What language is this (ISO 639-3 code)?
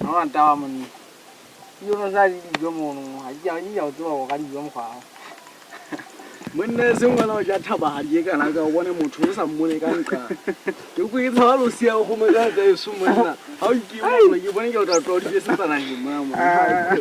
sot